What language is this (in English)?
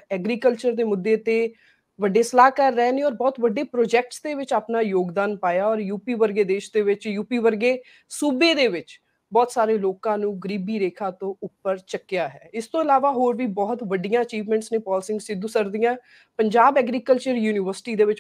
Punjabi